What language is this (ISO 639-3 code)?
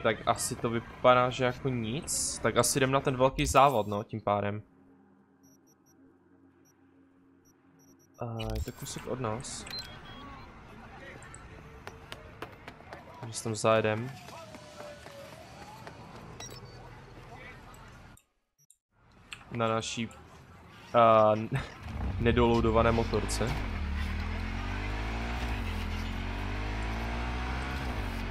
ces